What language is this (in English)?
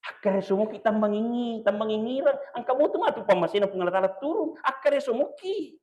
Buginese